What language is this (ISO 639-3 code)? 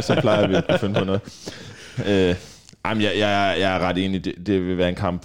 dan